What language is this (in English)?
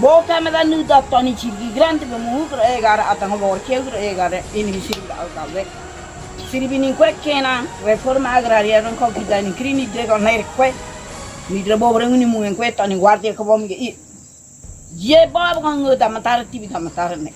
Ngäbere